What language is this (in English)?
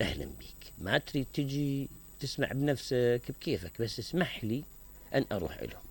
Mesopotamian Arabic